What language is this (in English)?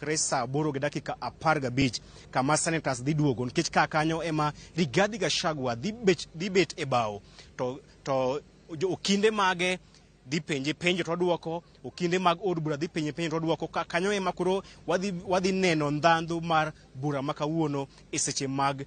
Luo (Kenya and Tanzania)